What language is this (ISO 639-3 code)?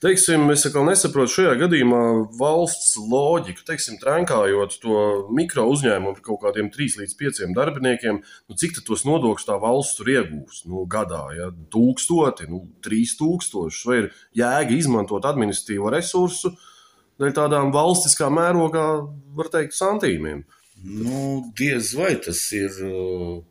lav